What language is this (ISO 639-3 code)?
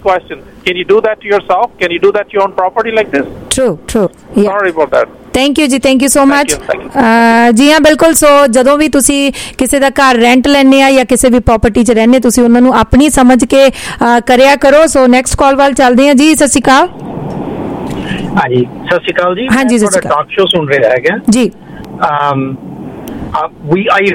pan